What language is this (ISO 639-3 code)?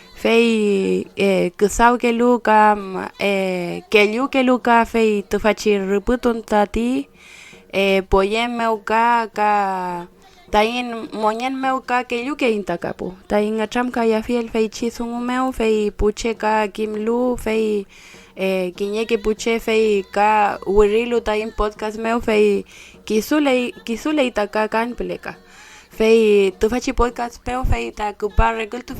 arn